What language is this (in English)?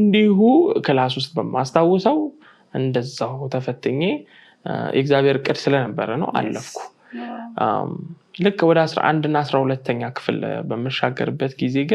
Amharic